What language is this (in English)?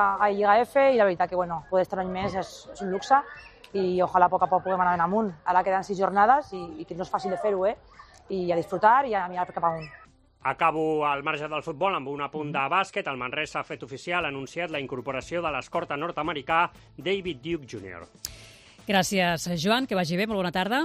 Catalan